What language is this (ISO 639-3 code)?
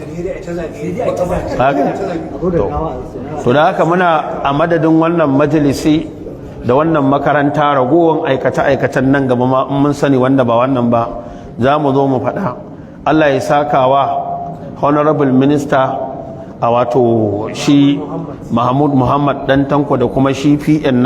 hau